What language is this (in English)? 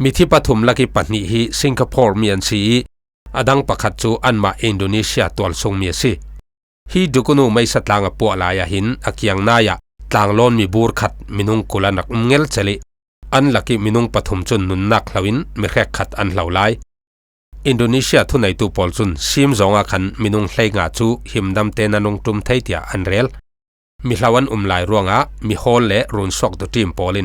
Falam Chin